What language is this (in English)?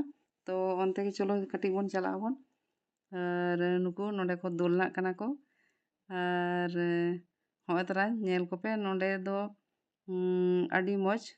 Santali